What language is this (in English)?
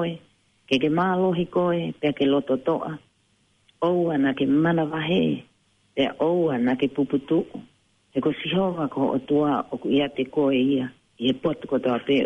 Tongan